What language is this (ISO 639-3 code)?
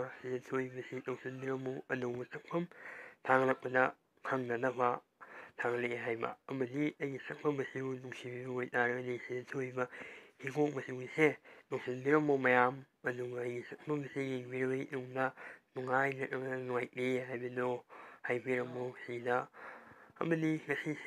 mni